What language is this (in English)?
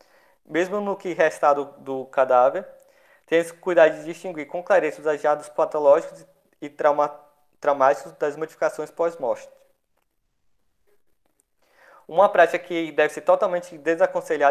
Portuguese